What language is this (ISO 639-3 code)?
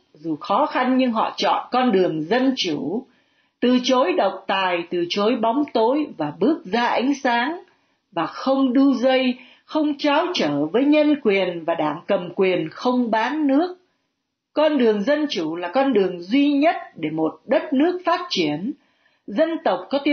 vie